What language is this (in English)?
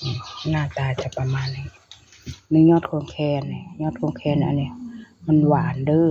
Northeastern Thai